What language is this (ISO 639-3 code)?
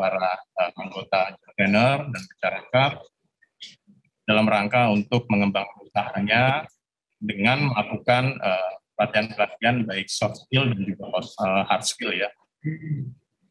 ind